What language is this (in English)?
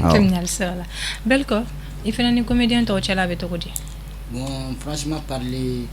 Bambara